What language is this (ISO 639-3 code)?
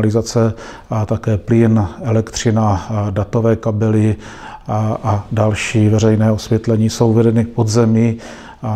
ces